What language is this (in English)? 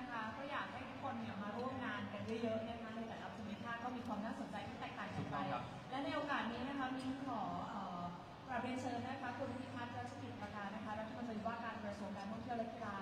Thai